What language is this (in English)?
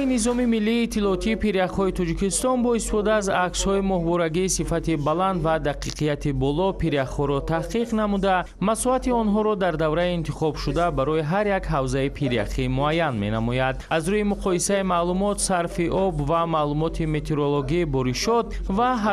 Tajik